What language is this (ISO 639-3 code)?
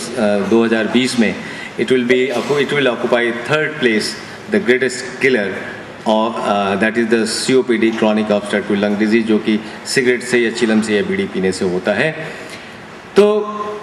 hin